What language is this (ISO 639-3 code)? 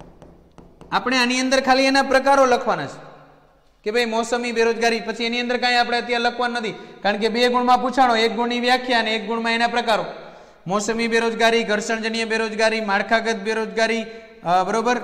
guj